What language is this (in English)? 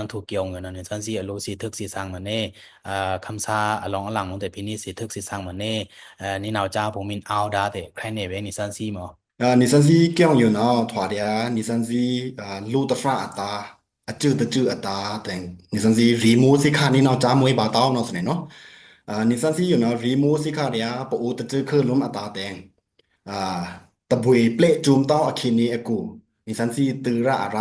Pa'o Karen